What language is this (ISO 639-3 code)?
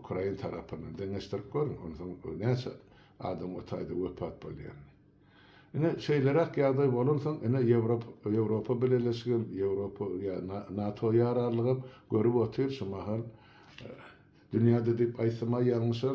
tuk